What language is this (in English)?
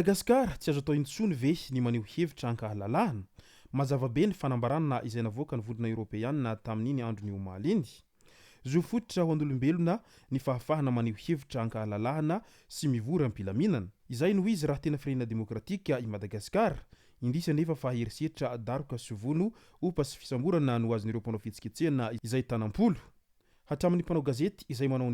Malagasy